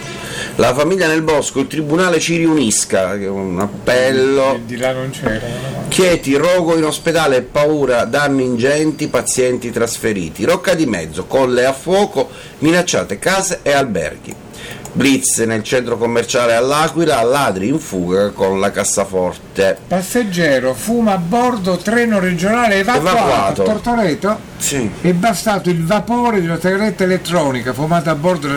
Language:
Italian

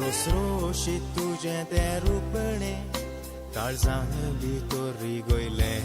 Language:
Konkani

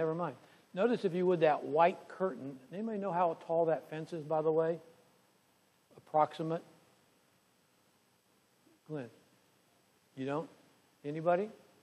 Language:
English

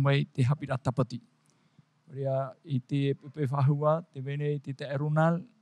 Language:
Tahitian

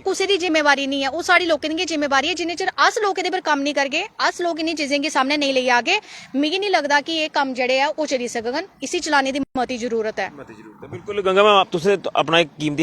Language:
Dogri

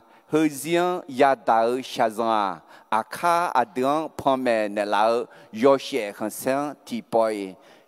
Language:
Akha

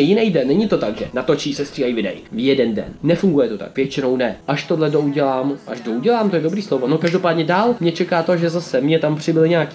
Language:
Czech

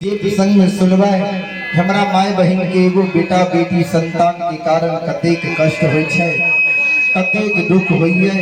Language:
Maithili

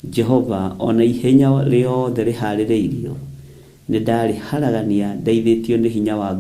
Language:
Kikuyu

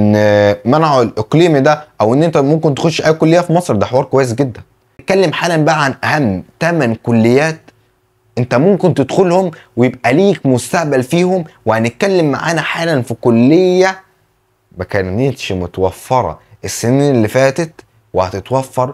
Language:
Egyptian Arabic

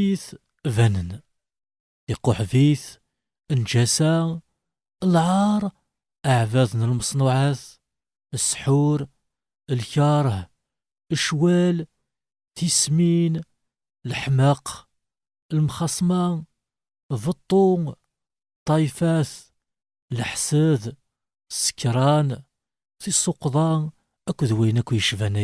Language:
Kabyle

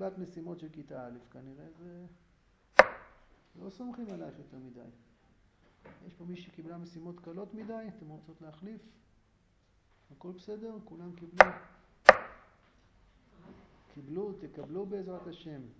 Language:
Hebrew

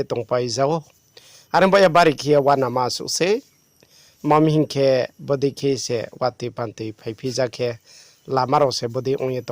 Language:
Riang (India)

